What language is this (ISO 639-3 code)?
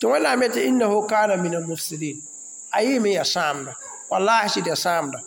mos